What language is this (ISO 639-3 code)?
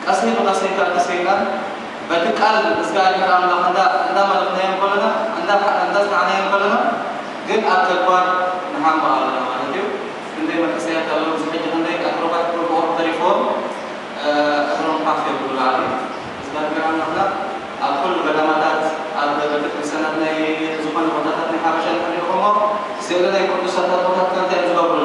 tir